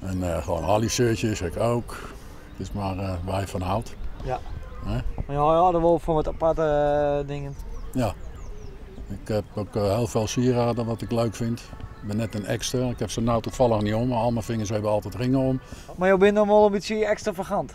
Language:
Western Frisian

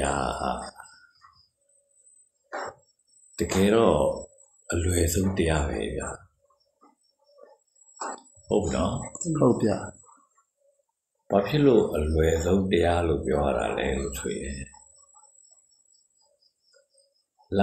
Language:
Burmese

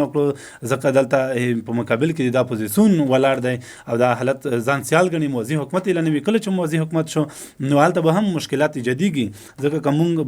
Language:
Pashto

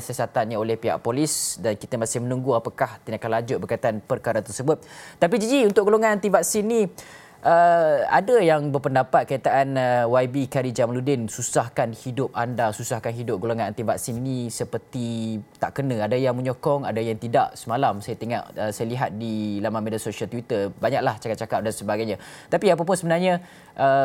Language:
Malay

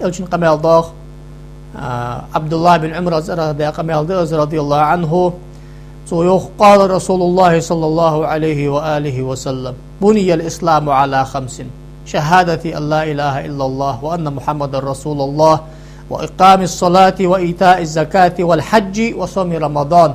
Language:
Ingush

